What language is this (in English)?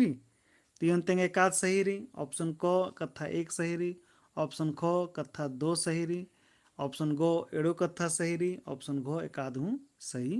Kurukh